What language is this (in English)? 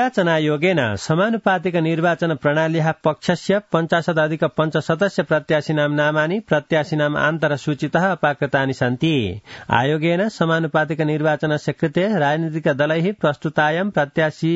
Sanskrit